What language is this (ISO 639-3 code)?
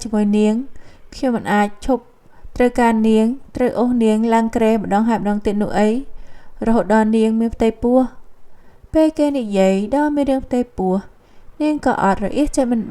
khm